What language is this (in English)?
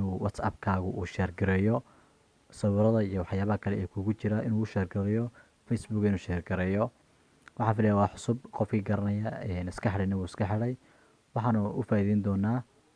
Somali